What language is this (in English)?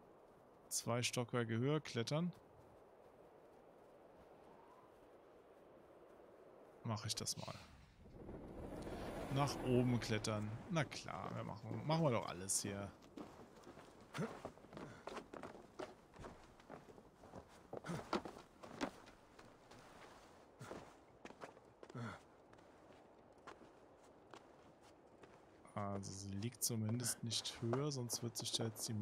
German